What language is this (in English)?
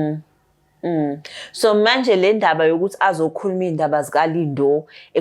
Zulu